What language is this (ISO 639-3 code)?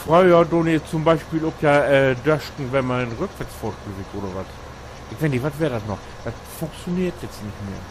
nds